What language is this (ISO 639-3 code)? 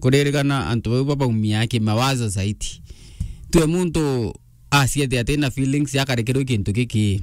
mer